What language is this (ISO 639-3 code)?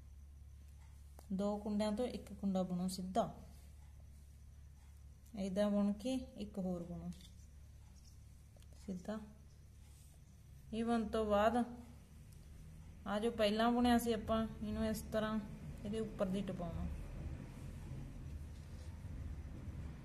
pan